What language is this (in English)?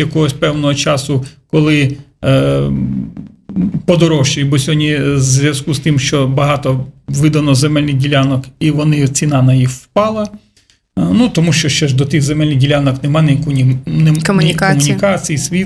Ukrainian